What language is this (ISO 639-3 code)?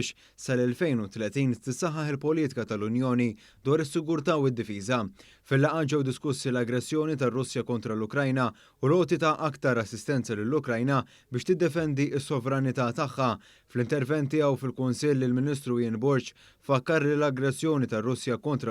mlt